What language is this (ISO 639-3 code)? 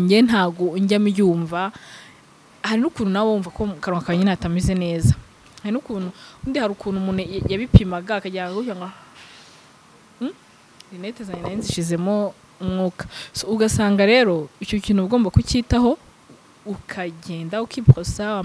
kin